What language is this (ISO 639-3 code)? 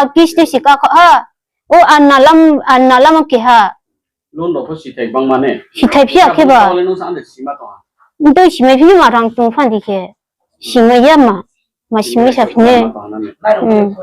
ria